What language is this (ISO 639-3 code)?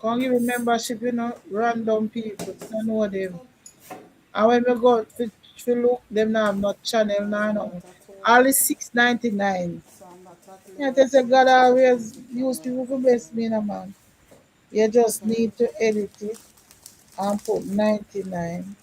jam